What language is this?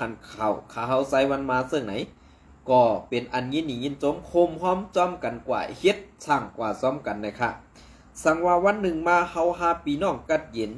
Shan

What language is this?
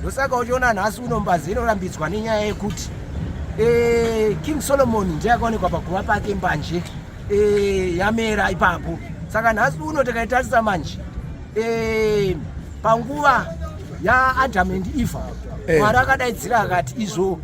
Shona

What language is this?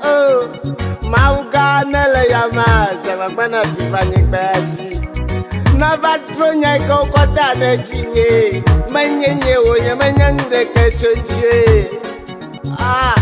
Ewe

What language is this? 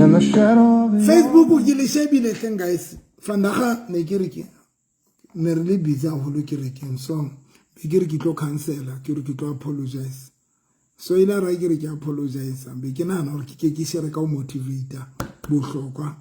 Southern Sotho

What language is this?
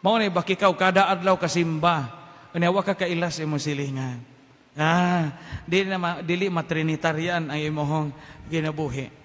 Cebuano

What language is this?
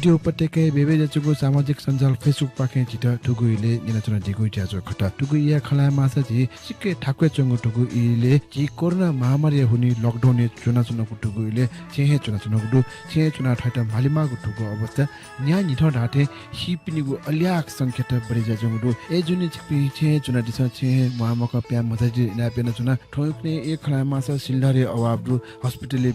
Newari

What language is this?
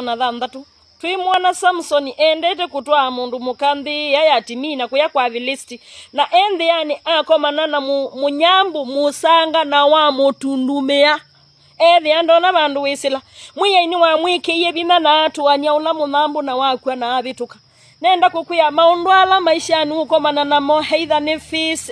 Kamba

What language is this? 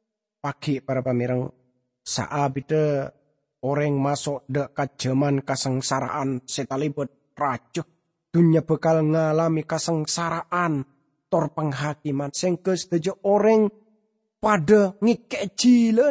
Madurese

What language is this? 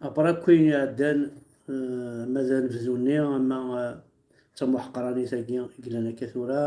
Kabyle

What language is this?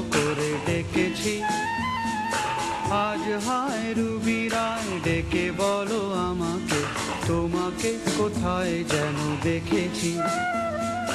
Bangla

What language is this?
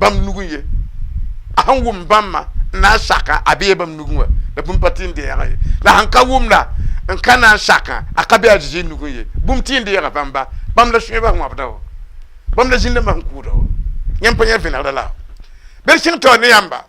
Mossi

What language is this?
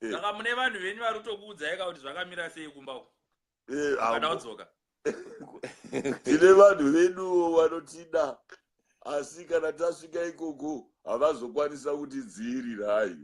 Shona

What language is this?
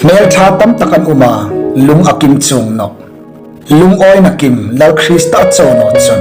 Hmar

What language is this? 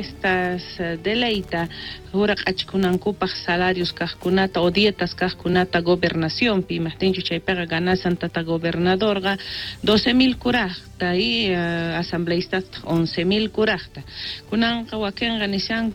South Bolivian Quechua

